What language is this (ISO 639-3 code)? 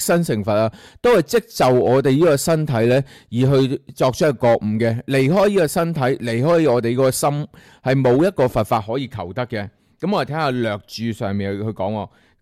yue